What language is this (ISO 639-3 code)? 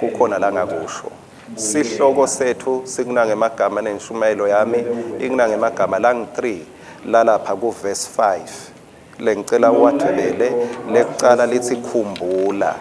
ssw